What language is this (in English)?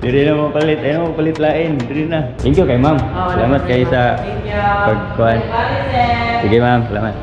Cebuano